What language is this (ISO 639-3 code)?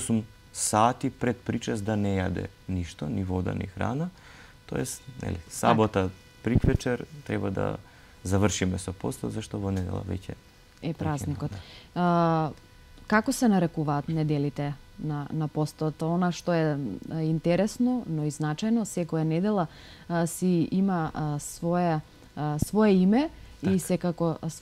mkd